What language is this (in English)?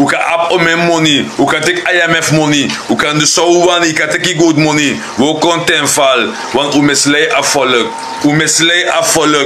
Sranan Tongo